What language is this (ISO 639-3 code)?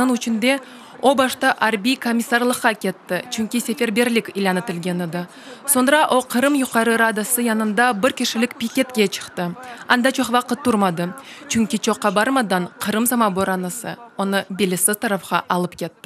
crh